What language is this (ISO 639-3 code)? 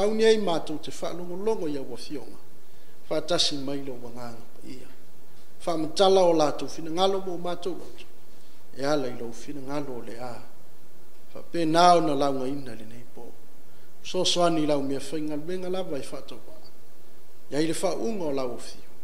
smo